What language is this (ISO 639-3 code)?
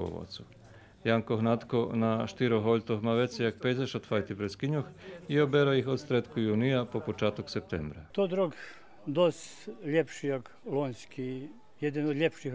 rue